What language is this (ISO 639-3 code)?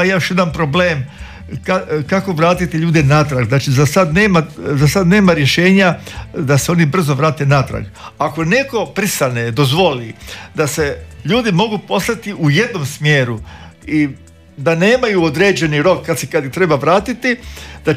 hrv